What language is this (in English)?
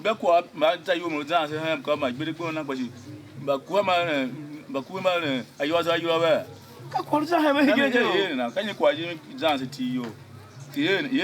Tiv